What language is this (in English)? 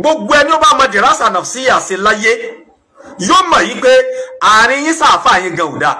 Yoruba